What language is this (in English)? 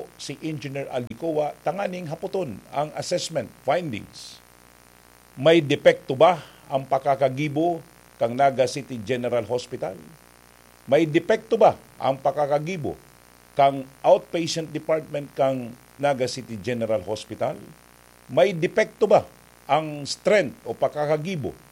Bikol